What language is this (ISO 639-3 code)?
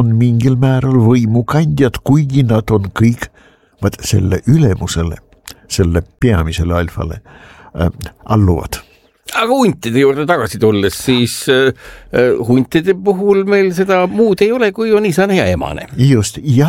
est